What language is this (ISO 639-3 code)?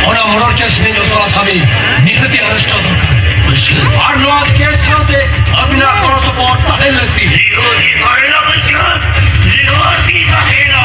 sat